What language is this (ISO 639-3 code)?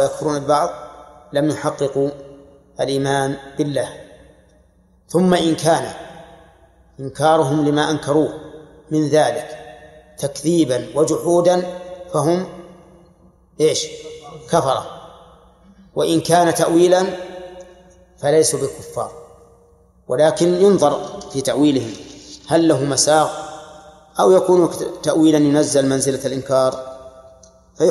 ara